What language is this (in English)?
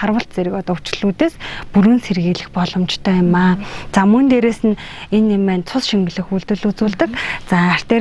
Mongolian